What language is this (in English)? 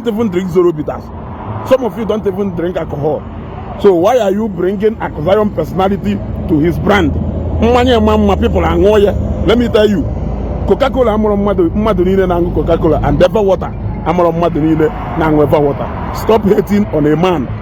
Igbo